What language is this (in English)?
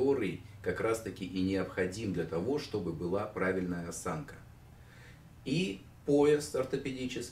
Russian